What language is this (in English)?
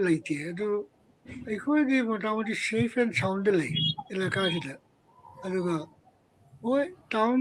Manipuri